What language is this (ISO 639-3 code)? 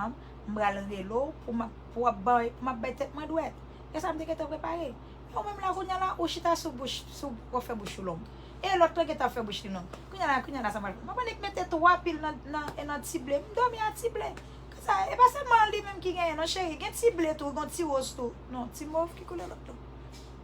hat